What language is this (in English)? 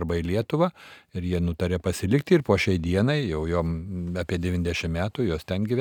Lithuanian